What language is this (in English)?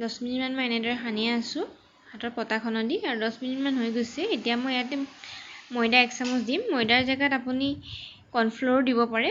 Assamese